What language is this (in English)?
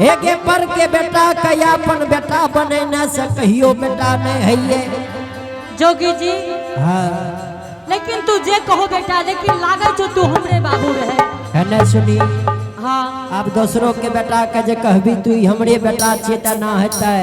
Angika